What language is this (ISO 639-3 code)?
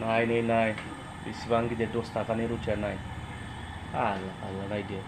brx